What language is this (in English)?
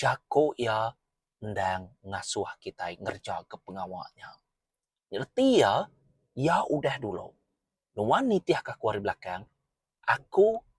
Iban